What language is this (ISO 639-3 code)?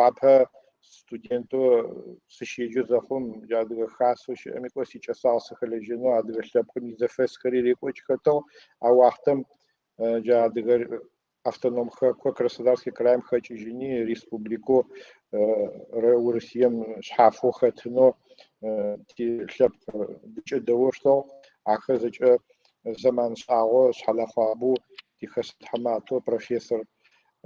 ady